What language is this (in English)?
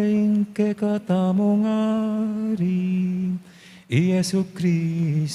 Pampanga